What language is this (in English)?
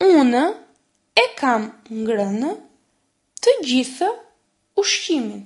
Albanian